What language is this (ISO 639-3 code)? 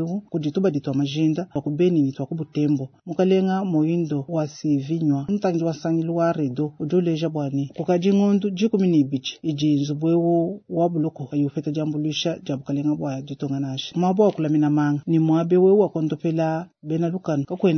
lua